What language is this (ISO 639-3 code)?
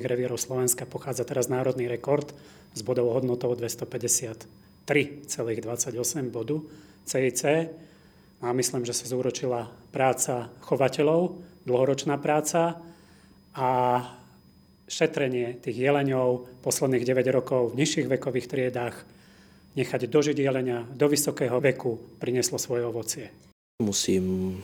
slk